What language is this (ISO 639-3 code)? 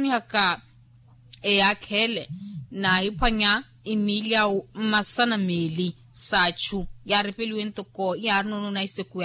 vmw